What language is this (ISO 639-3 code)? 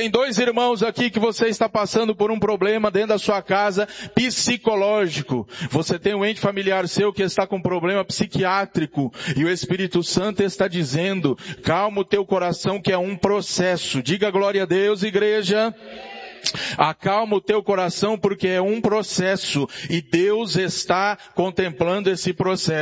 por